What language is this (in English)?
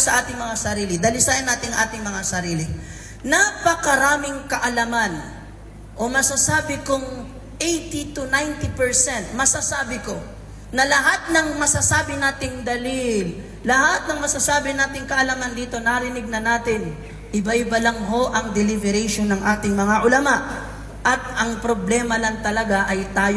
Maranao